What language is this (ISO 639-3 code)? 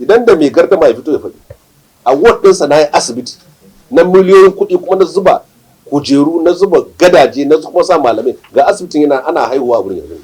hau